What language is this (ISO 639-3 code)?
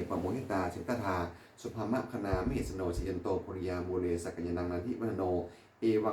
pli